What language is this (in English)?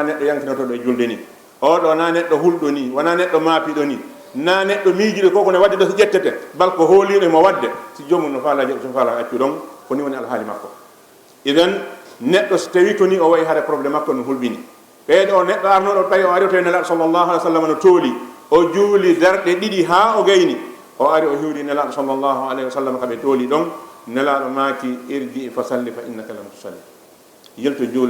Fula